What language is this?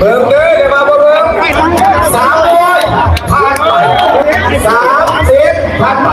Northeastern Thai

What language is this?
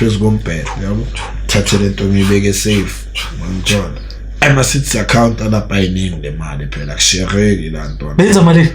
Zulu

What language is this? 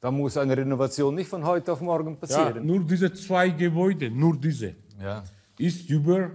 Romansh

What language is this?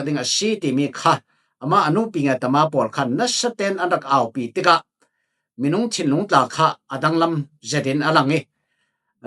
Falam Chin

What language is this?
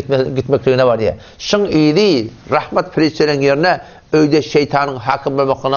Turkmen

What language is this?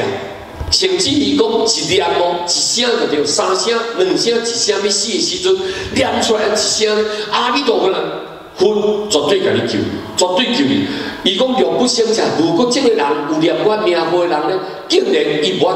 Min Nan Chinese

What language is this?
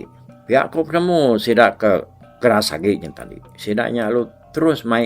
Iban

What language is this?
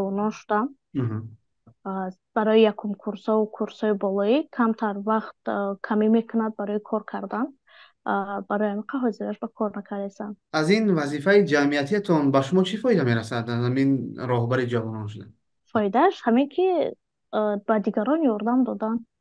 Tajik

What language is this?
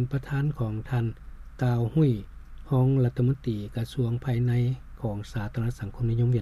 Lao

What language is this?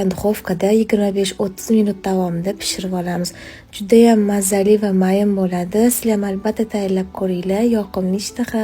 Uzbek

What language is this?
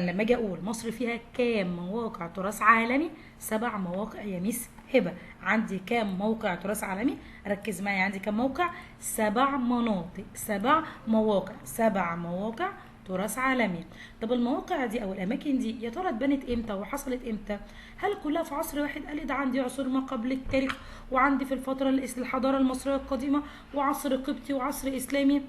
Egyptian Arabic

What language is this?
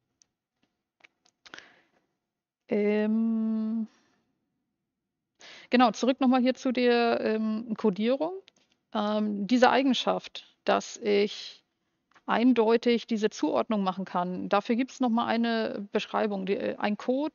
German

